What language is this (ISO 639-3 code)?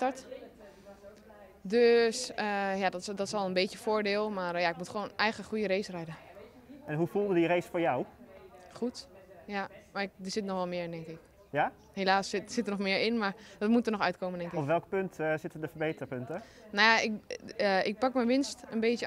nld